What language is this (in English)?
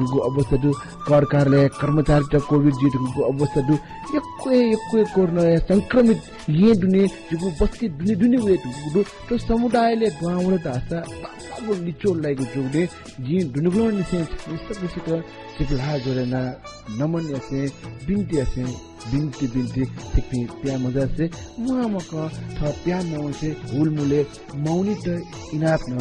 Newari